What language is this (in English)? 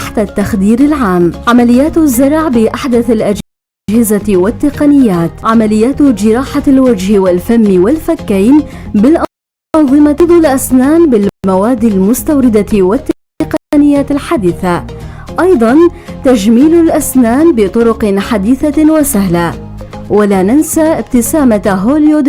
North Levantine Arabic